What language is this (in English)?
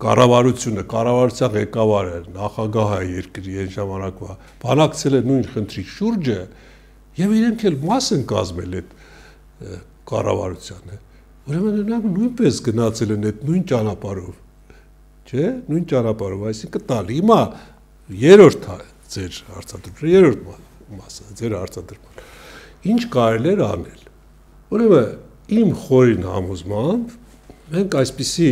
Armenian